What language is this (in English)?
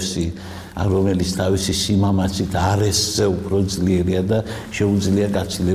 Georgian